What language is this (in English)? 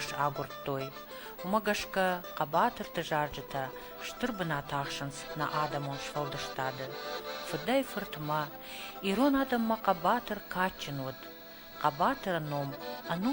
Ossetic